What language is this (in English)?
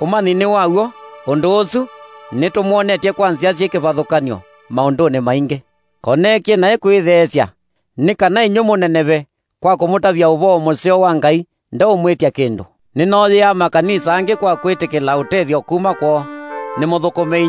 Kamba